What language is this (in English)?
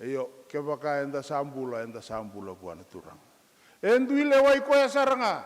Fijian